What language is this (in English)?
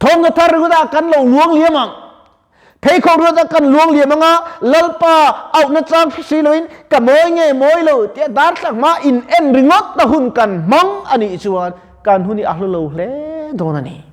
Mizo